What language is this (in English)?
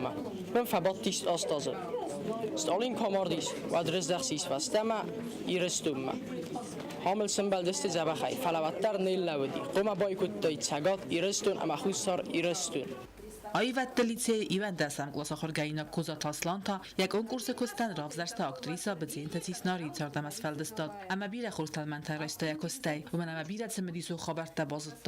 Ossetic